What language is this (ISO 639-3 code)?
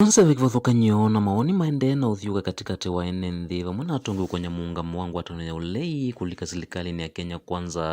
kam